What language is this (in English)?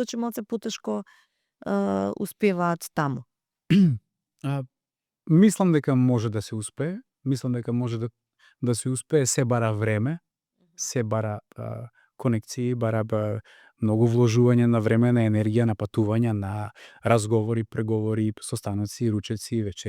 Macedonian